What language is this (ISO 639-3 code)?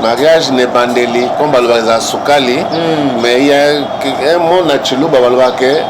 lin